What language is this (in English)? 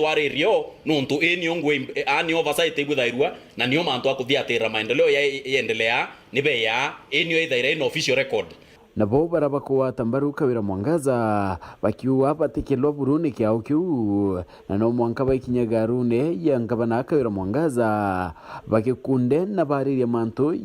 Meru